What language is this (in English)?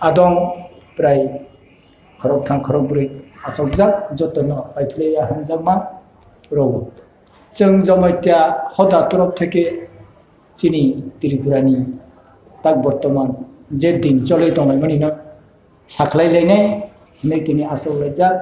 Kok Borok